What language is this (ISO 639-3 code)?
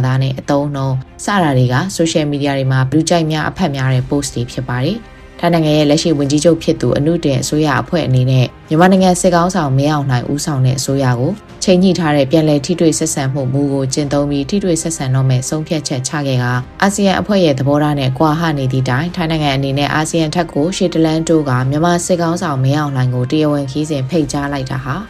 mya